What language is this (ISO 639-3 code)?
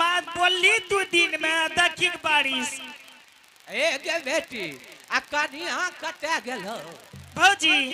anp